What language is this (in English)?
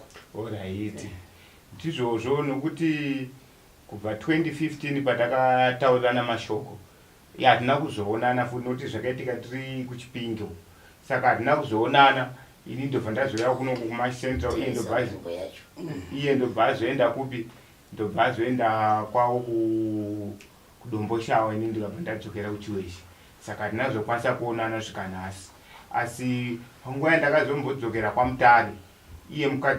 Shona